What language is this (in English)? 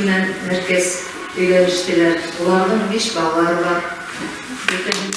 Bashkir